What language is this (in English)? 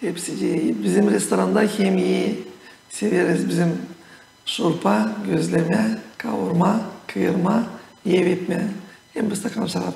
Gagauz